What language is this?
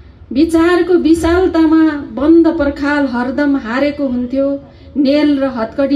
Nepali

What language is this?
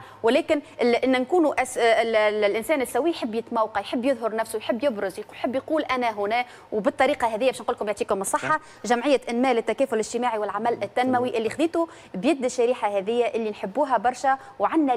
Tunisian Arabic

